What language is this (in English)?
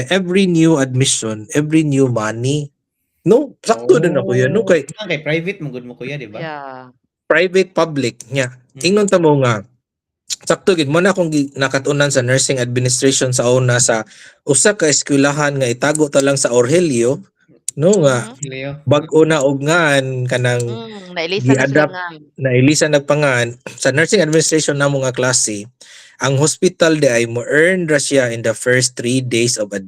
Cebuano